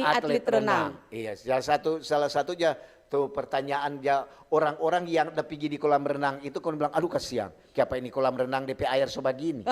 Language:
Manado Malay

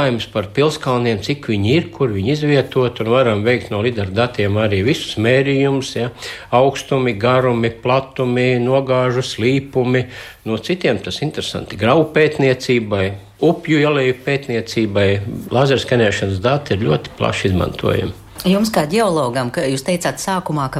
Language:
Latvian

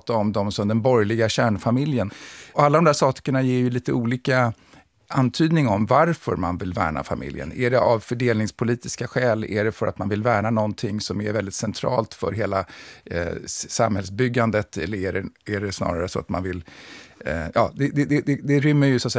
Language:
Swedish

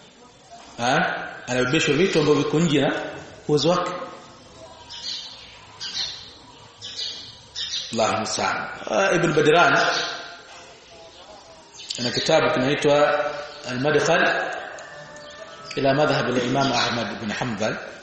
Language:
Swahili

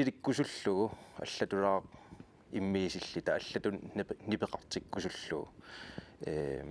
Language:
Kalaallisut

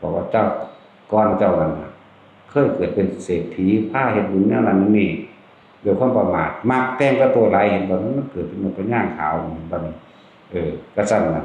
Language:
Northeastern Thai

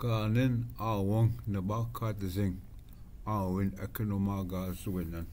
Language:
Ojibwa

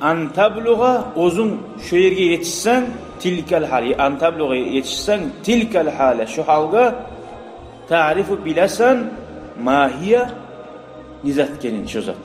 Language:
Kumyk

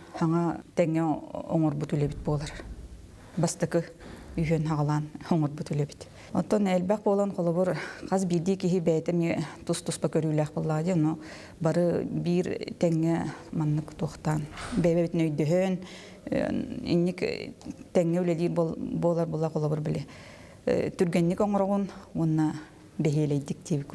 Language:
Yakut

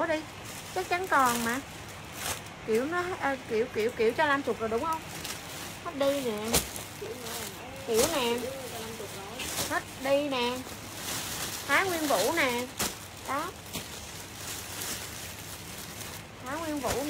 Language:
Vietnamese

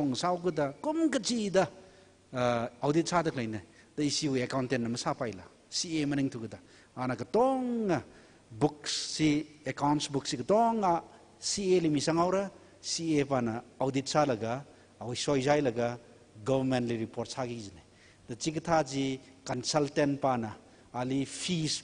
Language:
Tangkhul Naga (India)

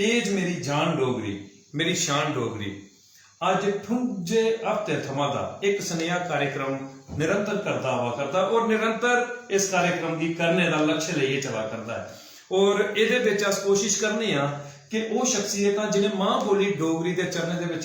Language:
Dogri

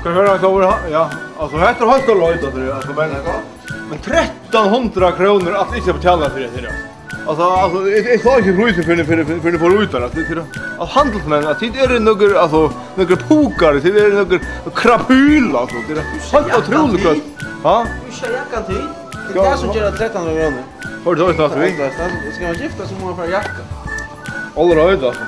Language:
Faroese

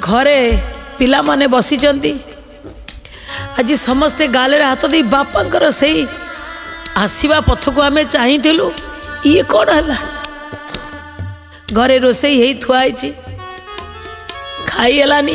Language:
Odia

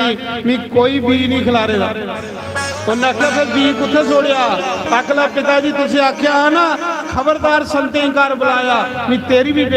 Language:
Dogri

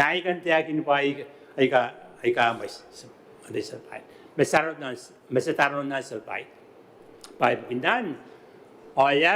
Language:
Gilbertese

